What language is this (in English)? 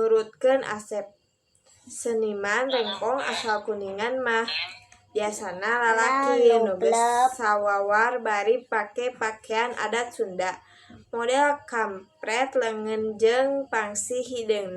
Sundanese